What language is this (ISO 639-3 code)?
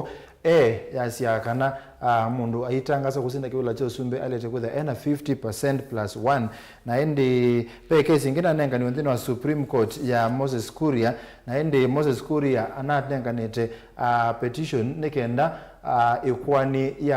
kam